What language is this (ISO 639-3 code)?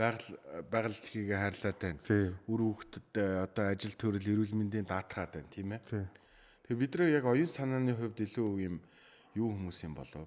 mon